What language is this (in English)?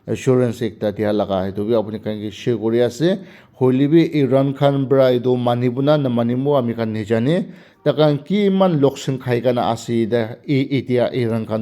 Naga Pidgin